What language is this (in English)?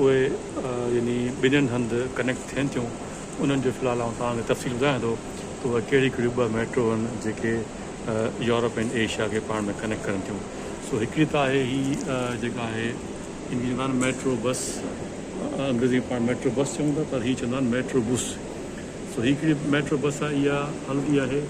Sindhi